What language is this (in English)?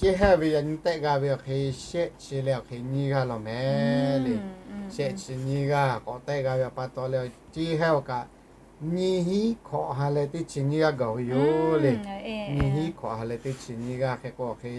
Lahu